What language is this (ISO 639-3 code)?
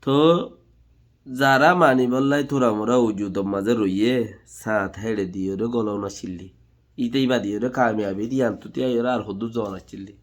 rhg